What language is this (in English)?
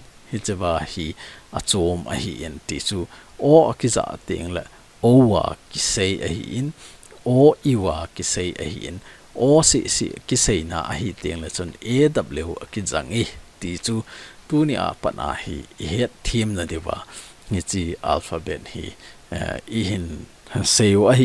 Thado Chin